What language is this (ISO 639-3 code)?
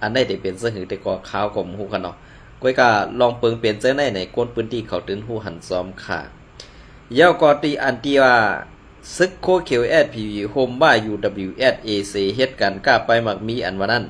shn